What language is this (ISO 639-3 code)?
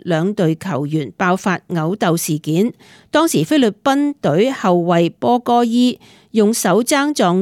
yue